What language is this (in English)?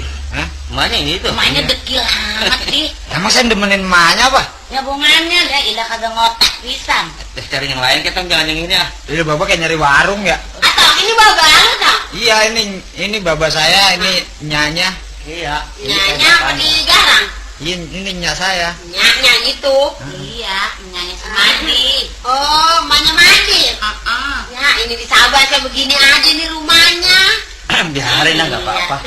Betawi